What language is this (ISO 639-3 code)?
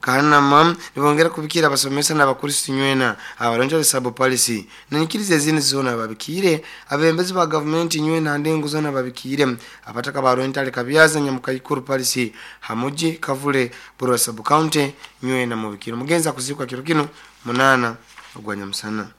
nyo